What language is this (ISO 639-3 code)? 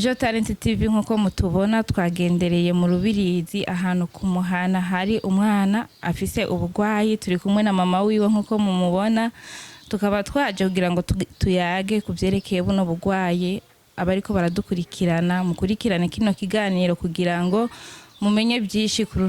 run